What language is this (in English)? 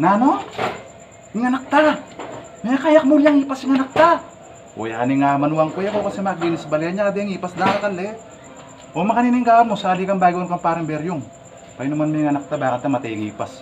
Pampanga